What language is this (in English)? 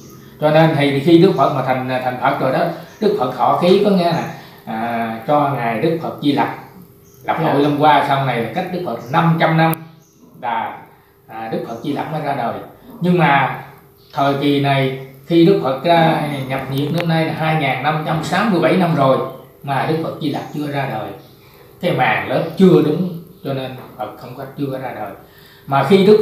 Vietnamese